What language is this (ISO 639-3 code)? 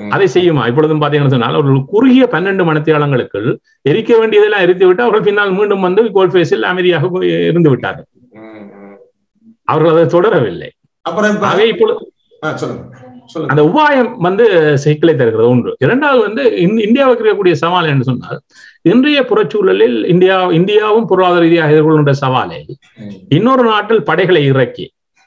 tam